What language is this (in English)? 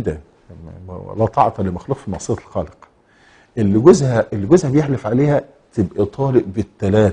Egyptian Arabic